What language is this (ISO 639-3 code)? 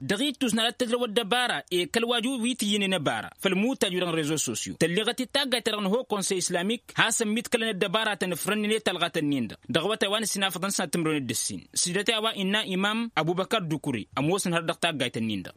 taq